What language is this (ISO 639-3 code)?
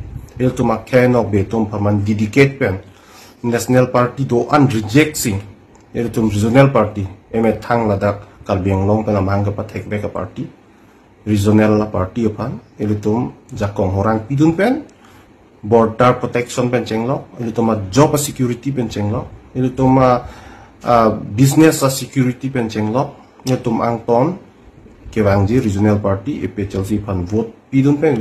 mjw